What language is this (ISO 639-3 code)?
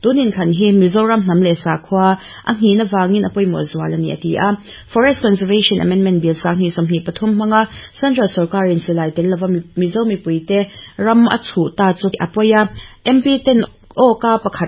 lus